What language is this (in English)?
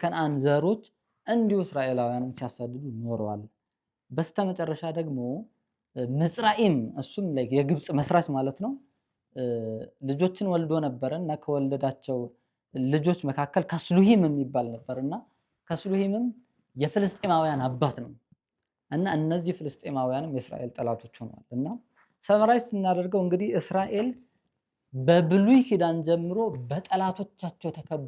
Amharic